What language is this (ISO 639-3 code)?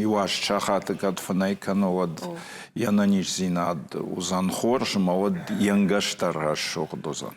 oss